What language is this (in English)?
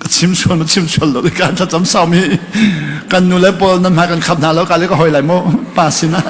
Hakha Chin